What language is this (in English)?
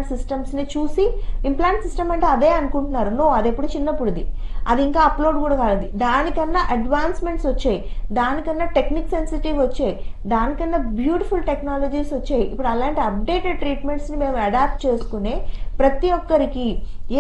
Telugu